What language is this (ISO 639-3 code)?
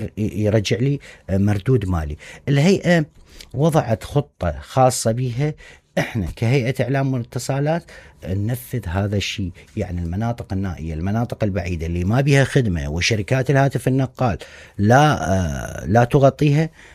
acm